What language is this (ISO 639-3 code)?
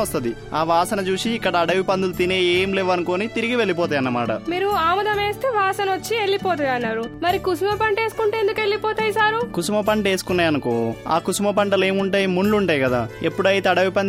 tel